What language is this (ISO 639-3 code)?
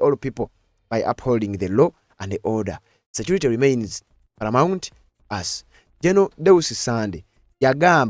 lug